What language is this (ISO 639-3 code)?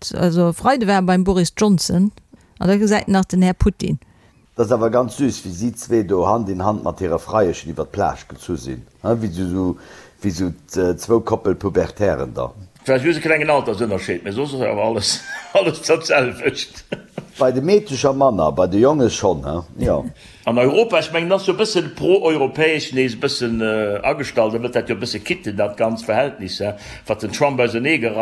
ltz